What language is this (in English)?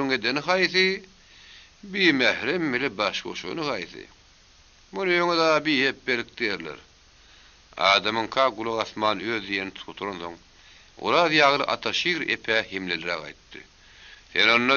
Turkmen